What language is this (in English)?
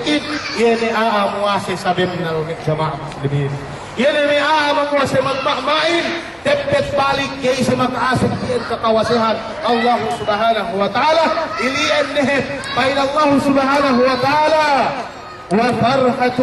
Yakan